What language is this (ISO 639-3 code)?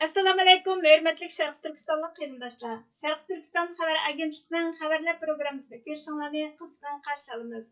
uig